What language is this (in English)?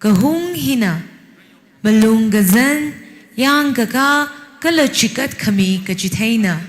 Tangkhul Naga (India)